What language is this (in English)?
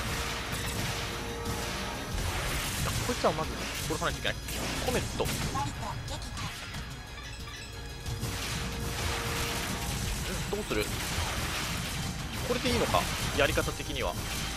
Japanese